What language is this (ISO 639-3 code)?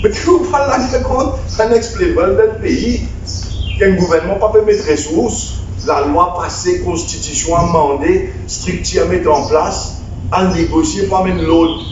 mfe